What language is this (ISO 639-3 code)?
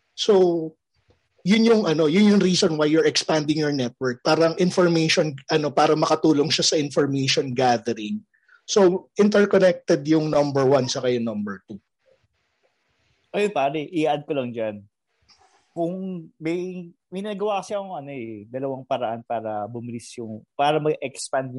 fil